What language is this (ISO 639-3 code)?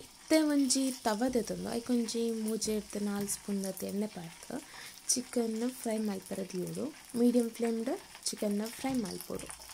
tcy